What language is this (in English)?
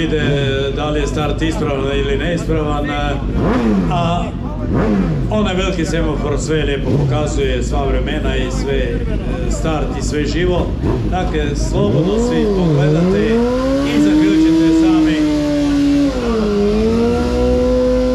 Croatian